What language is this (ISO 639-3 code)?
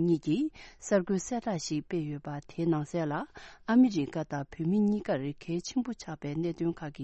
bod